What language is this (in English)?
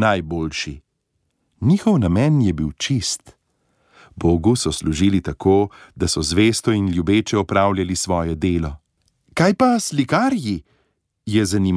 Slovenian